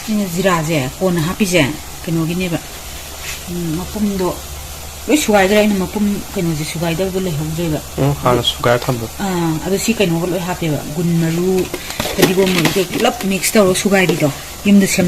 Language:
Manipuri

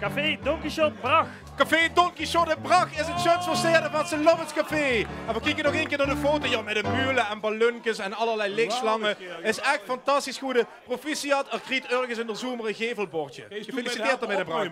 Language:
Limburgish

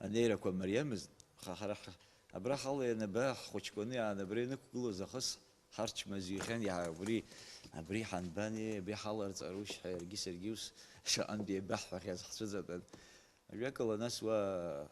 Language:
Abkhazian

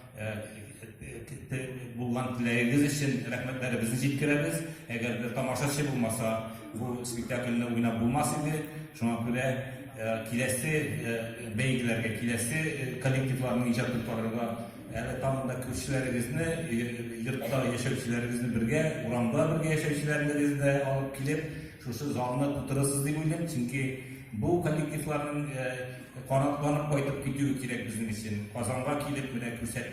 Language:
Tatar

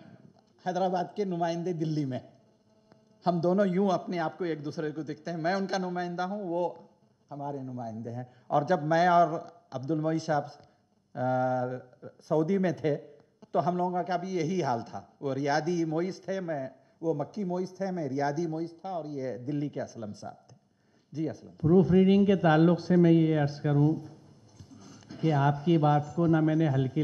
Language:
Urdu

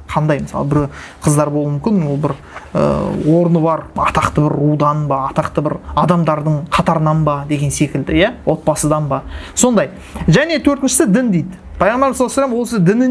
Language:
Kazakh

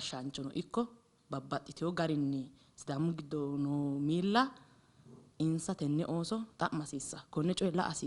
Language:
Sidamo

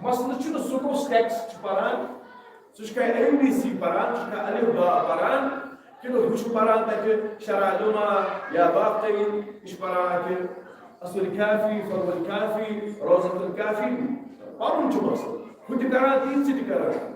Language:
Kashmiri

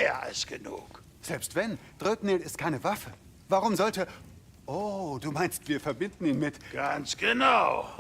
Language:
Bavarian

